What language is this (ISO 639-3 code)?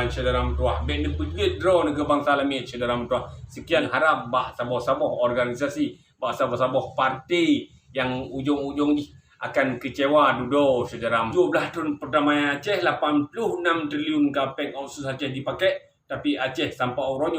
ace